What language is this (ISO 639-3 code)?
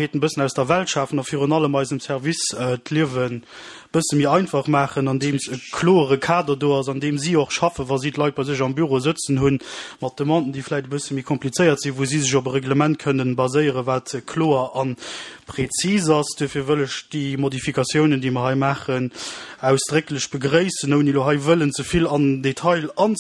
ltz